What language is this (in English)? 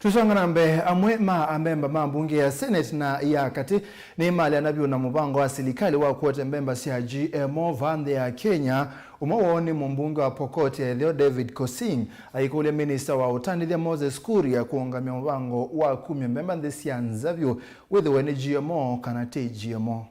Kamba